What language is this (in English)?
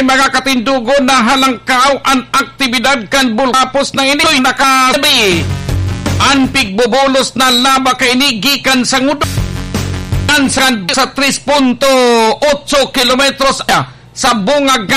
Bikol